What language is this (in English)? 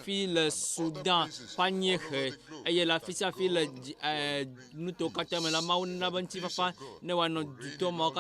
Ewe